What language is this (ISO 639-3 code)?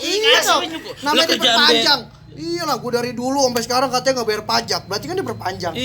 bew